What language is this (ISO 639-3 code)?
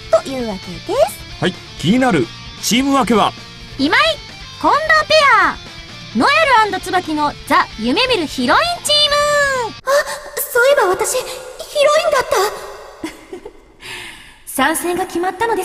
jpn